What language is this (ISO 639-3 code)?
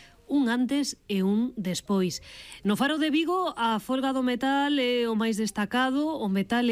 glg